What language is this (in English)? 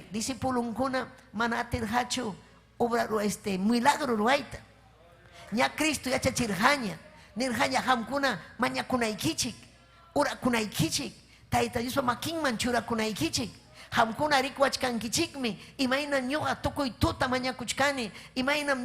Ayacucho Quechua